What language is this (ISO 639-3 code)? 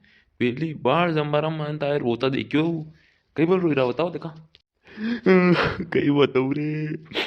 raj